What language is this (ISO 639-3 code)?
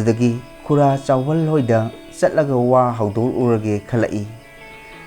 mni